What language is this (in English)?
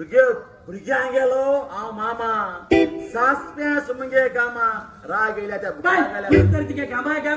Konkani